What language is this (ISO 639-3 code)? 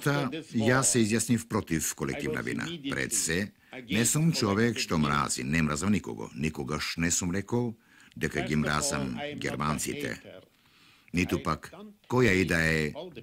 mkd